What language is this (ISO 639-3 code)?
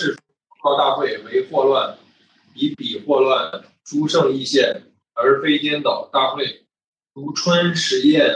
zho